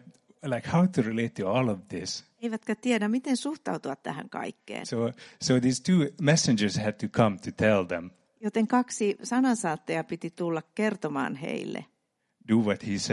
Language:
Finnish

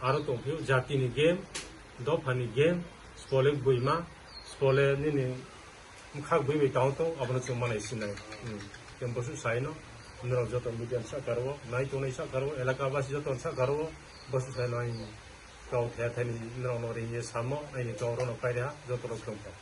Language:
Riang (India)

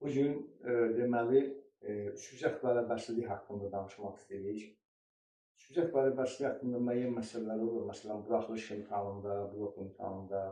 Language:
Azerbaijani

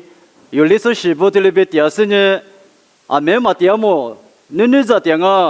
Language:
Lisu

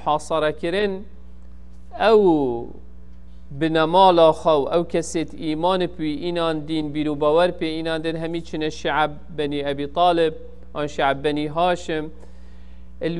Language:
Kurdish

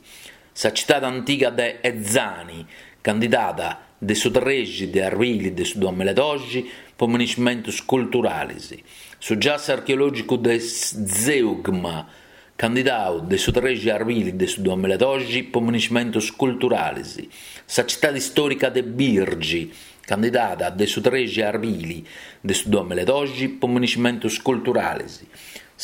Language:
Sardinian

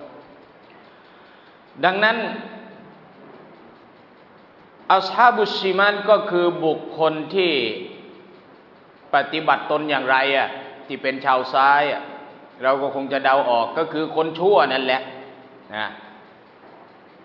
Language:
Thai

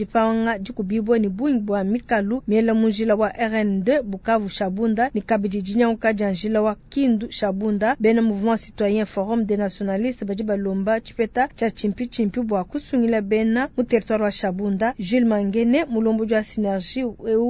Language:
Luba-Lulua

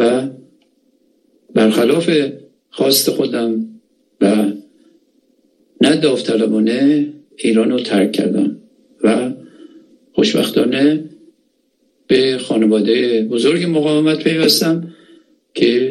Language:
Persian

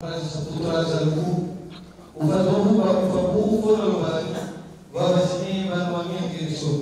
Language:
Nias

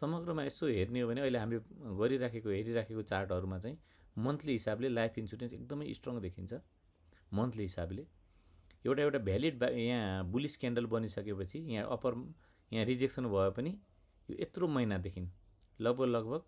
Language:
Nepali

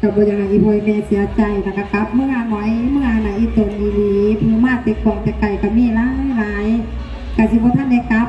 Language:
Northeastern Thai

